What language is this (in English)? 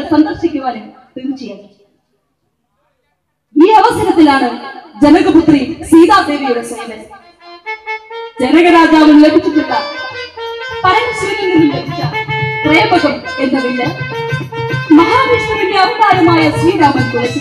Malayalam